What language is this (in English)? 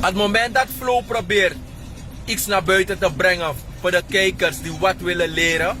Sranan Tongo